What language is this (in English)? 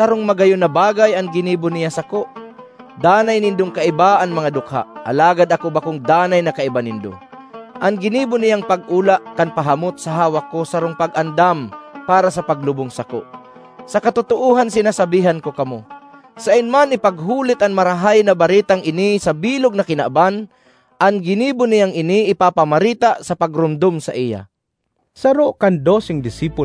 Bikol